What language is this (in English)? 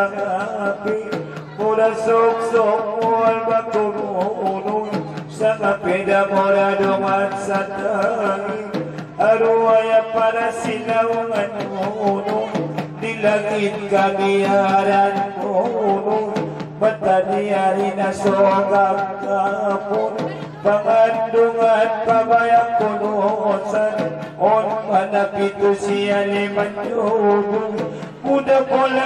Batak Angkola